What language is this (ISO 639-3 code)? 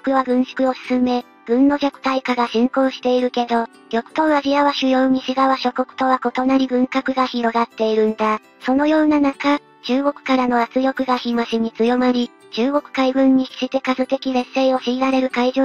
jpn